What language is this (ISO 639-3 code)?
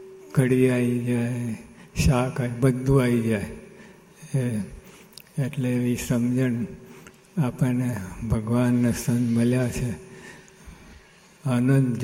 guj